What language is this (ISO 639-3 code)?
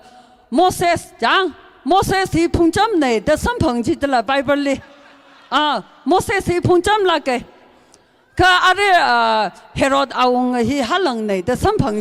nmf